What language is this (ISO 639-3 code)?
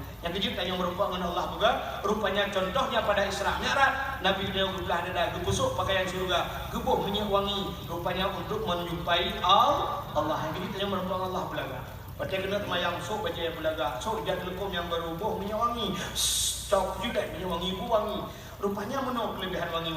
ace